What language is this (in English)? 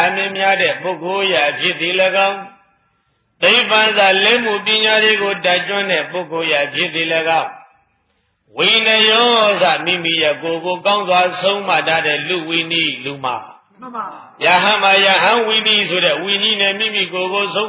Burmese